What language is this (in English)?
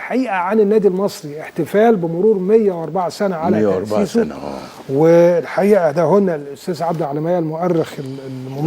Egyptian Arabic